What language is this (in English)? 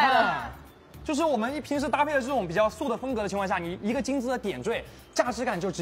Chinese